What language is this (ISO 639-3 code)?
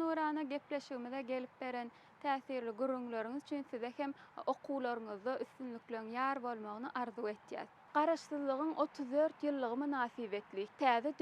tuk